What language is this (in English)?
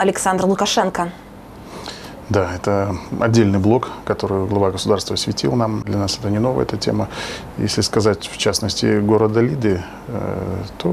Russian